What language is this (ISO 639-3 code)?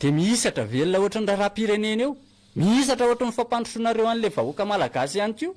mlg